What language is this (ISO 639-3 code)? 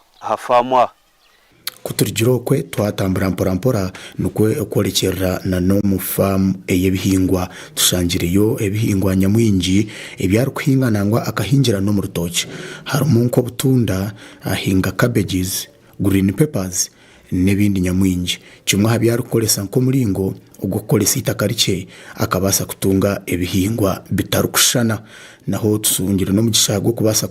nyn